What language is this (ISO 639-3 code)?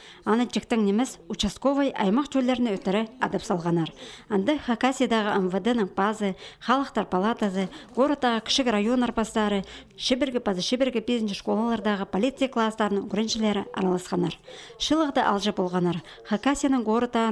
kjh